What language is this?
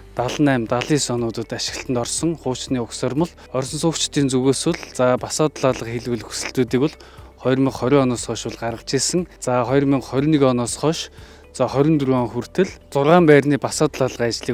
Mongolian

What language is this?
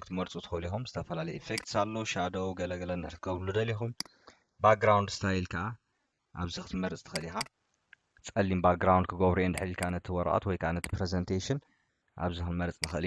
Tigrinya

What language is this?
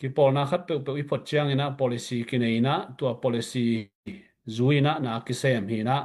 Tedim Chin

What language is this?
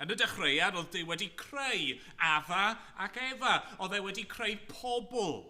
Welsh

